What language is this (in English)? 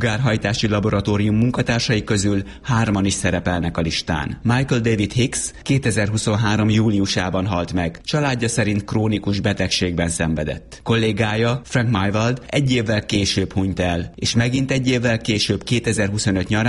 Hungarian